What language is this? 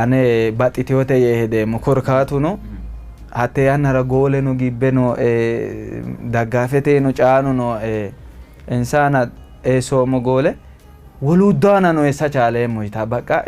Sidamo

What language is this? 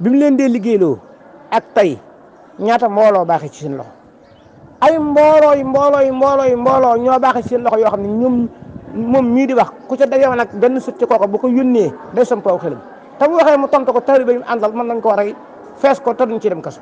Wolof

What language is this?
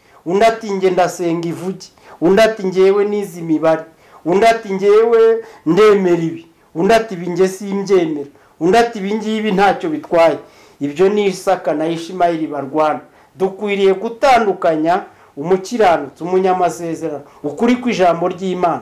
Kinyarwanda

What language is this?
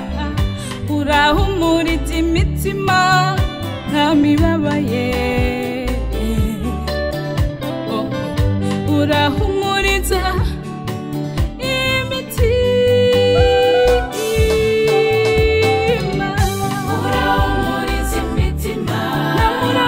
Kinyarwanda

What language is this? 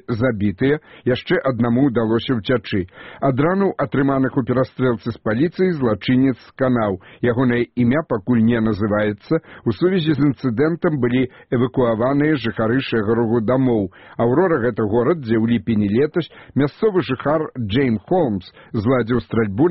Belarusian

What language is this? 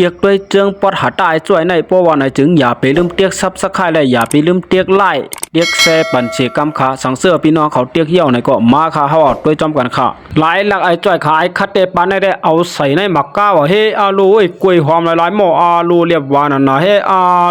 Shan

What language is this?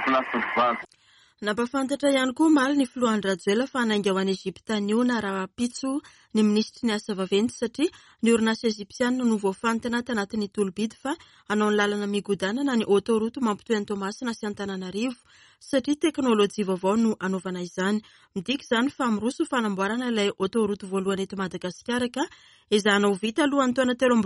Malagasy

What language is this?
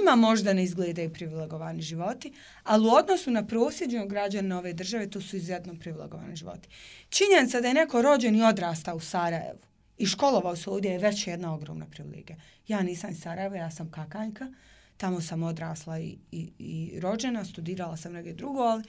Bosnian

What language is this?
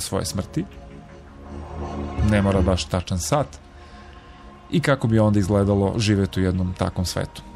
Serbian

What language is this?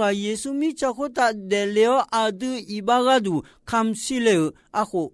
Akha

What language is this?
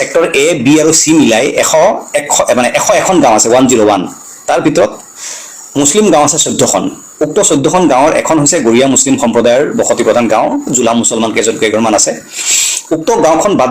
Assamese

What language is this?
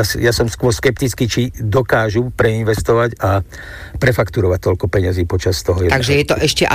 Slovak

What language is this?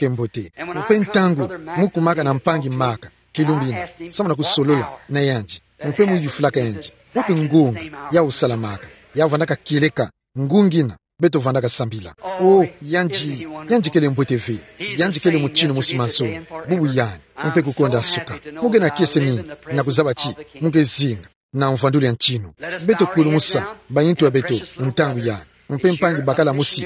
Kituba (Democratic Republic of Congo)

